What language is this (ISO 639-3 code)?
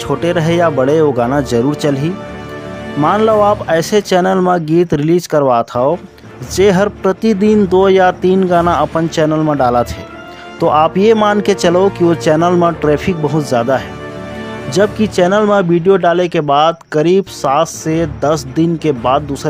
hne